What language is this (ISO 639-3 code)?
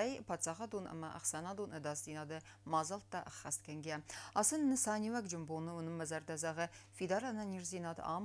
oss